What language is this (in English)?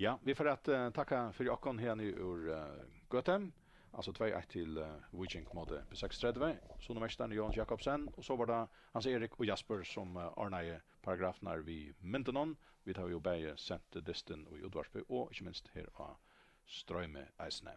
Faroese